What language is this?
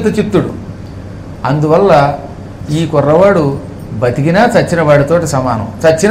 Telugu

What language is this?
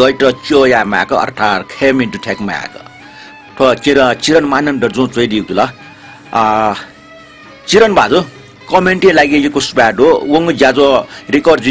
Newari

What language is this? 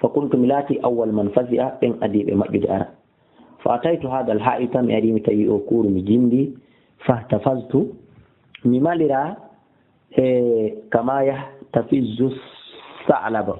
Fula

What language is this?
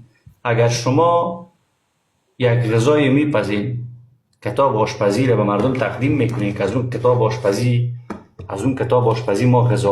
Persian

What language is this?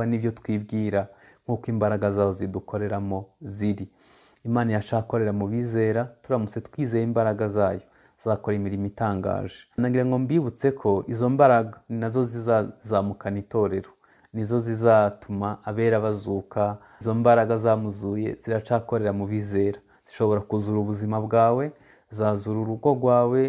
Kinyarwanda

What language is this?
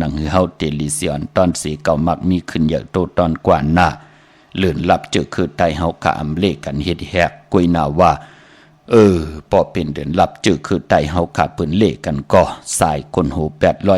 Shan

